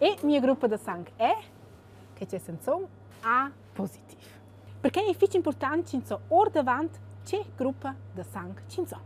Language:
Romansh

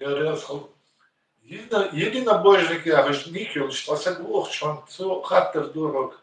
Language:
Ingush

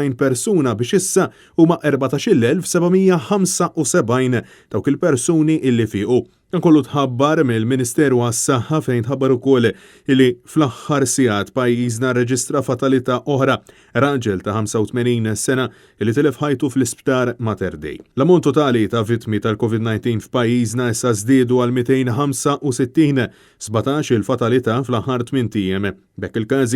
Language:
Maltese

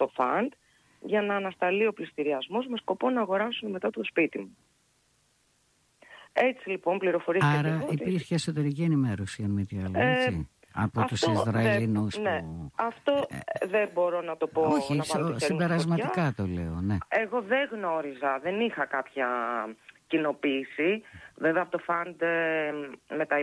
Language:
Greek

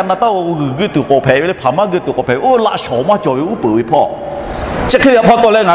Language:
Lahu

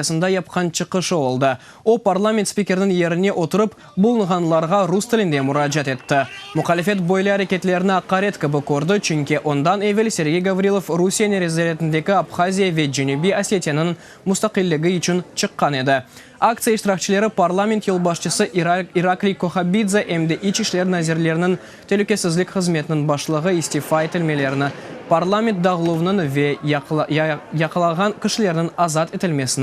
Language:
Crimean Tatar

